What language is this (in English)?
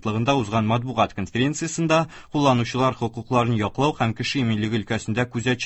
Tatar